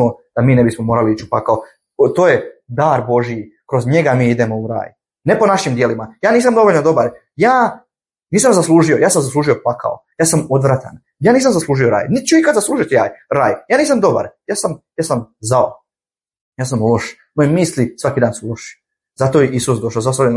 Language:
Bosnian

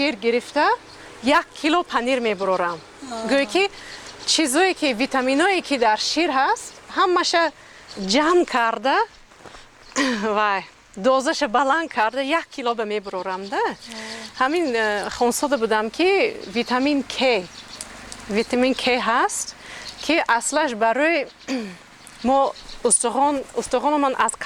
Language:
Tajik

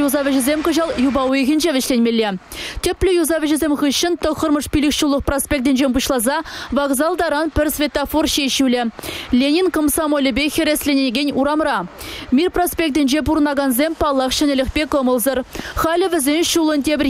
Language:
Chuvash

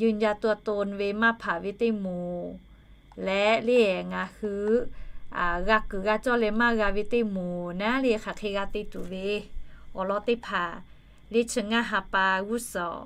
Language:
Lahu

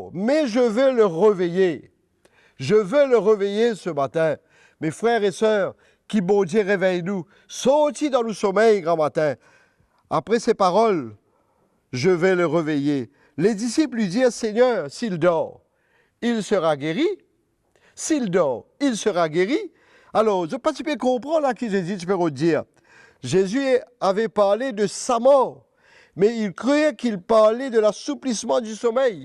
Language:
Morisyen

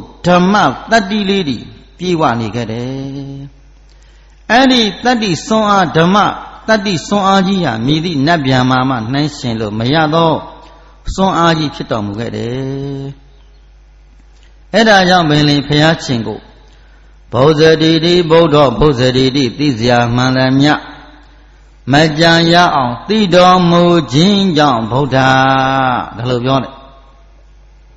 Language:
Burmese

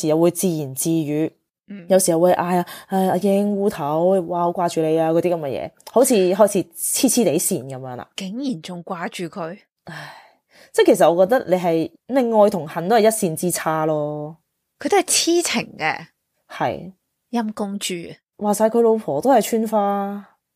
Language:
Cantonese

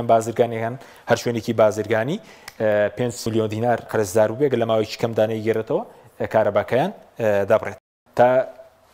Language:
Central Kurdish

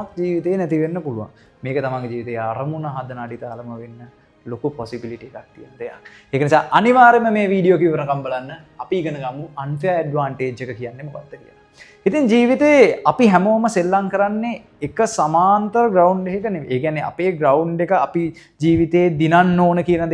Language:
Sinhala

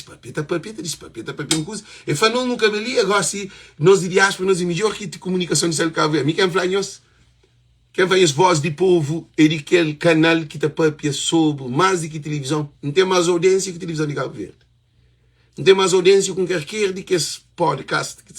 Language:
Kabuverdianu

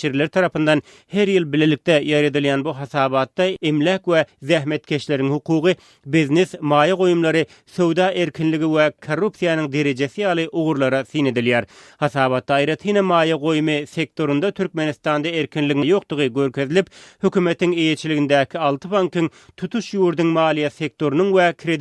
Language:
Turkmen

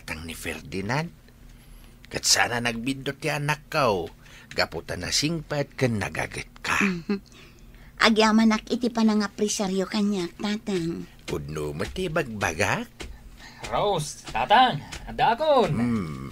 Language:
Iloko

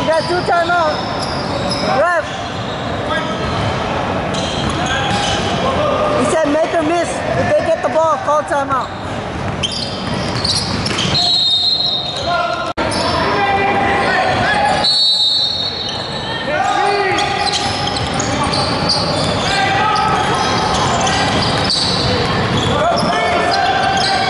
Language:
English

